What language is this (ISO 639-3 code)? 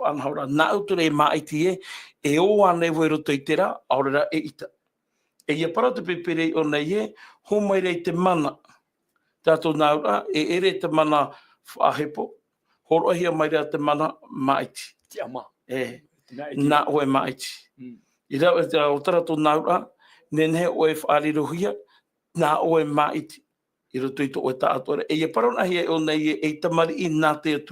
tah